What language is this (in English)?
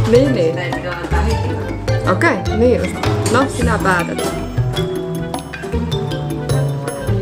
Finnish